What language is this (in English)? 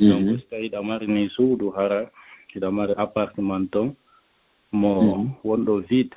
Fula